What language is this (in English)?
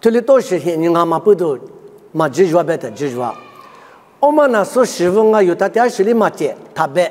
Lisu